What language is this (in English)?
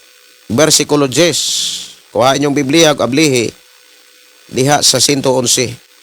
Cebuano